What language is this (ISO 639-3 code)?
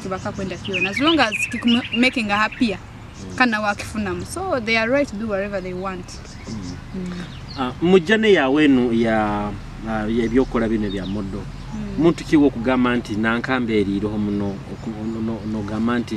nyo